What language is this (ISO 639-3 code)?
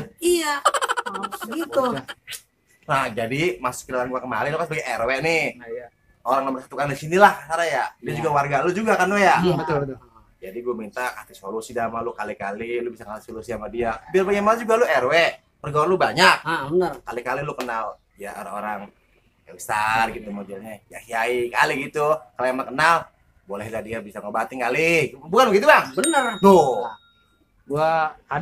bew